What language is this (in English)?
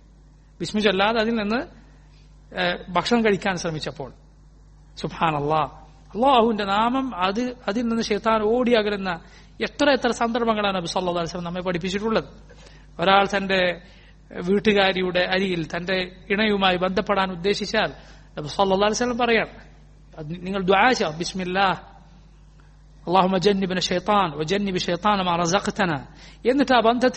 Malayalam